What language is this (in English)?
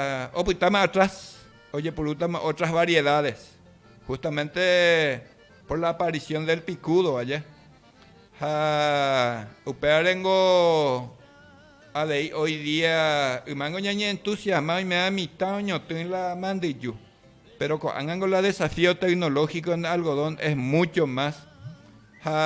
Guarani